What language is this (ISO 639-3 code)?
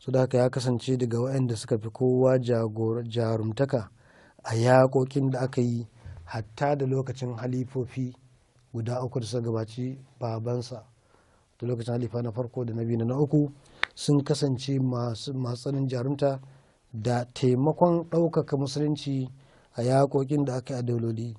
hau